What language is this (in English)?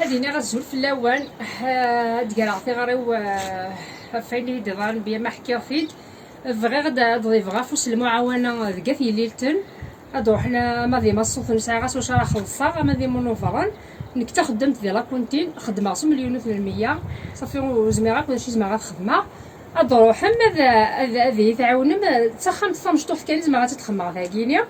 Kabyle